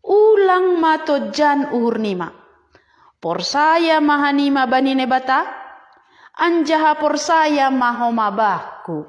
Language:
Batak Simalungun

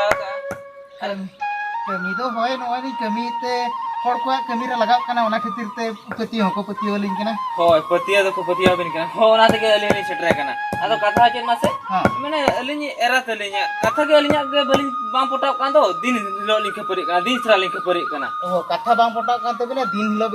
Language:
Santali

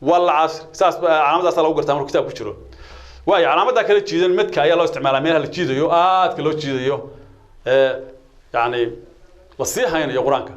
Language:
Somali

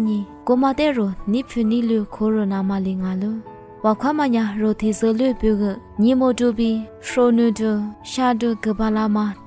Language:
Lisu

